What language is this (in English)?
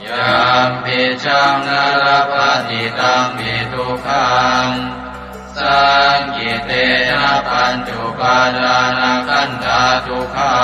Pali